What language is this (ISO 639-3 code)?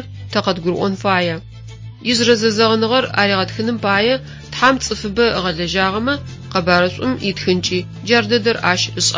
ady